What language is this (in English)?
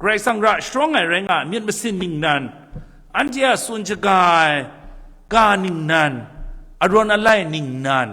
Kachin